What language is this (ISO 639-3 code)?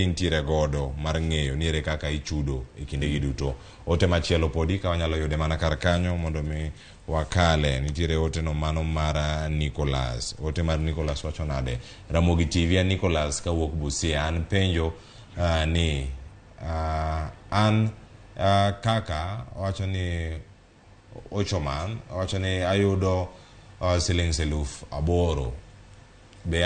luo